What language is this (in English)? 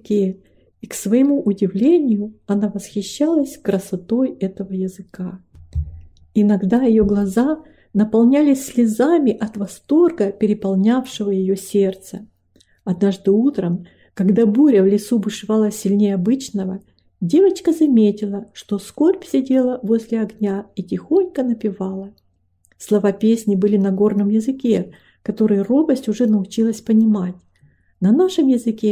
Russian